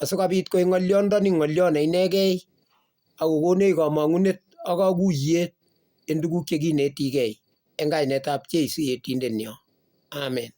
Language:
Kalenjin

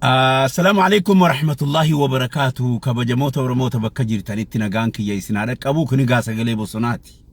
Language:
Oromo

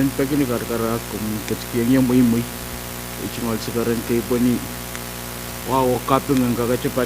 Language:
Pohnpeian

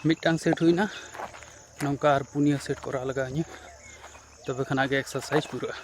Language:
Santali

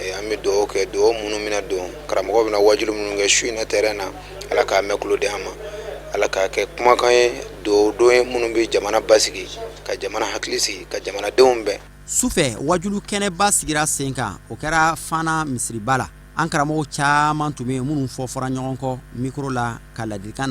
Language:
Bambara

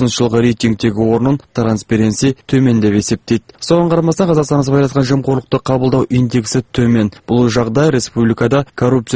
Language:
Kazakh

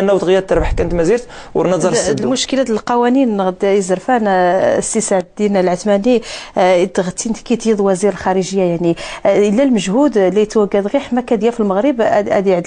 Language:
Moroccan Arabic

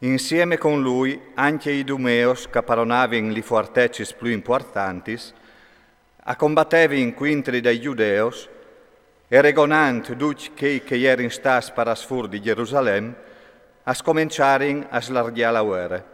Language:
Friulian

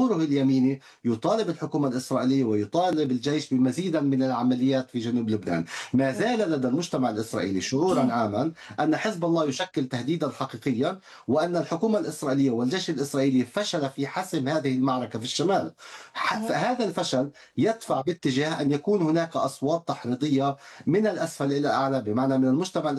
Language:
Arabic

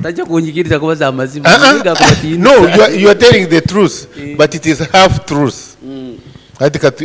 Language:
Nyankole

